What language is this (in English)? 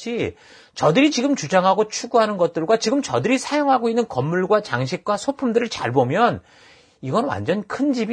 Korean